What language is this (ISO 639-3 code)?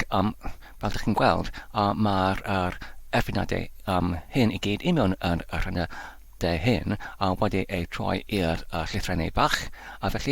cym